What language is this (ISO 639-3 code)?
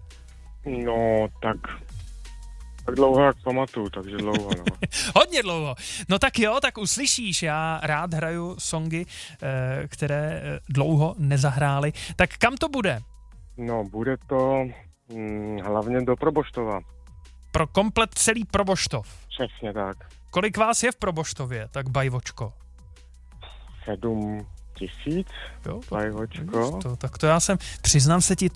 ces